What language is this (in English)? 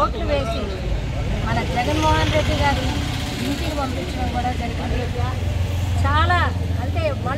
Telugu